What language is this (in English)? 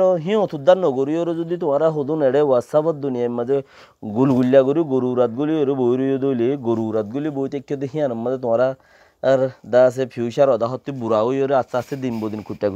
Rohingya